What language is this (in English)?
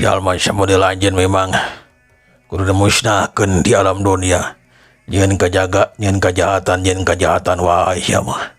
Sundanese